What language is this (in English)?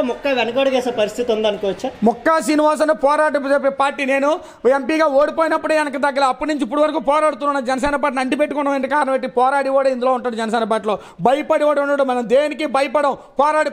Telugu